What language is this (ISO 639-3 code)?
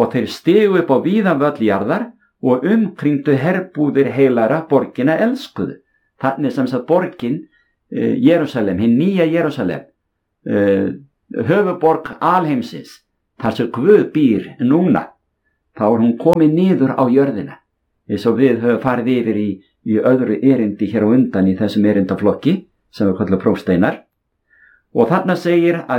isl